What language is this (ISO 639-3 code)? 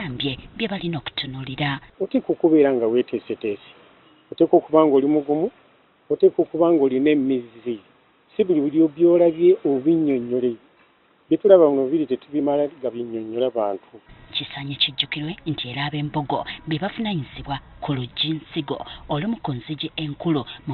lug